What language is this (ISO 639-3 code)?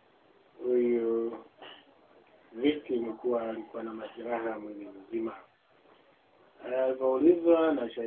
swa